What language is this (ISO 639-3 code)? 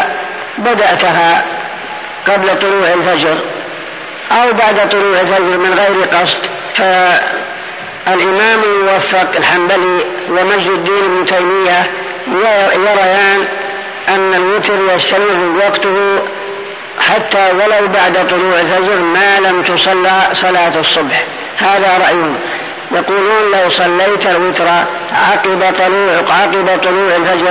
ara